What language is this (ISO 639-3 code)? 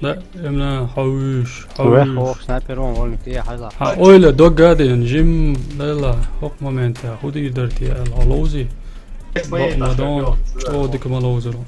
che